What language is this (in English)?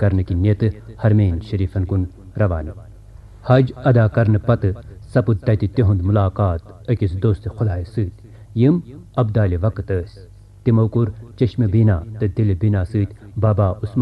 Kashmiri